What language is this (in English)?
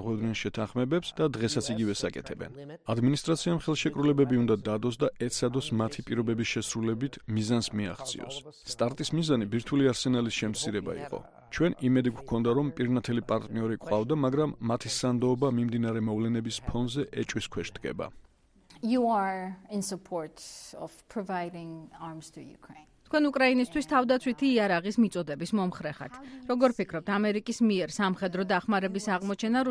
Georgian